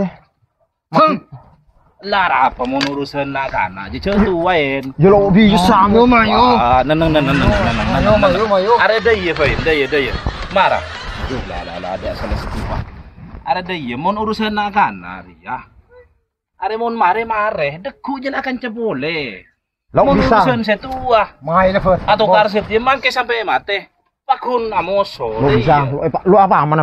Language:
Madurese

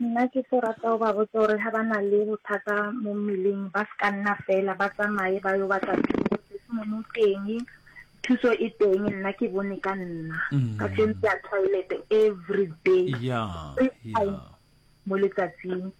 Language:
Northern Sotho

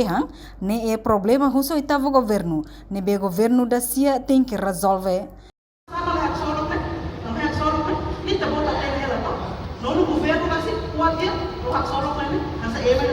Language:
Tetum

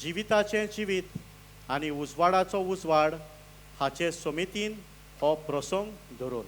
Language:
Konkani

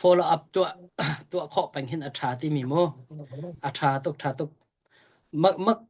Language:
Hakha Chin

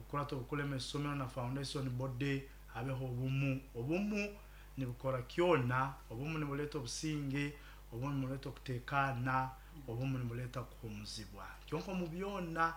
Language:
Nyoro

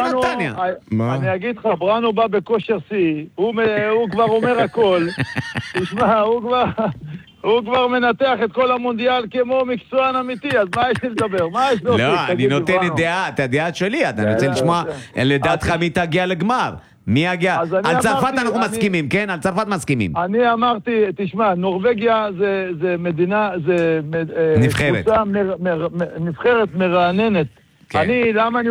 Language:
Hebrew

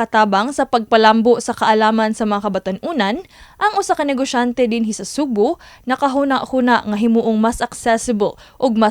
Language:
Cebuano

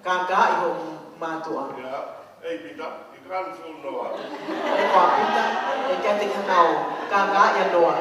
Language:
Tongan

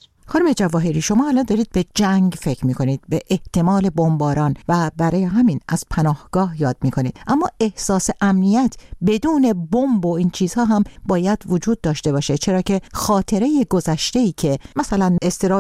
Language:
Persian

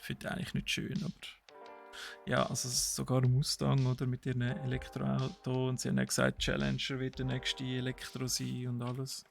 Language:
Swiss German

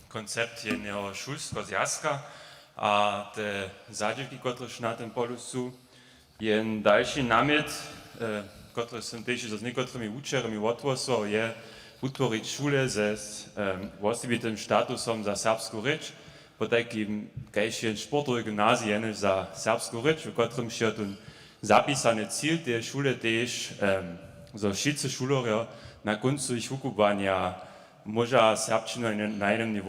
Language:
Upper Sorbian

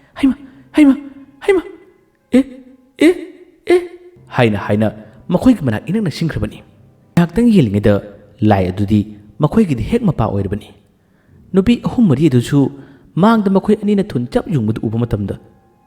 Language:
Manipuri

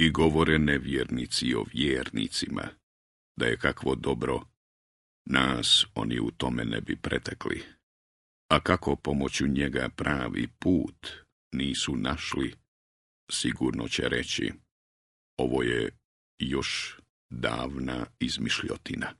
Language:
Bosnian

